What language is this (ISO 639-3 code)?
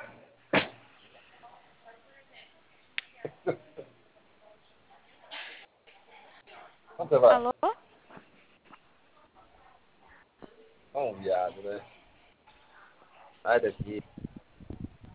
por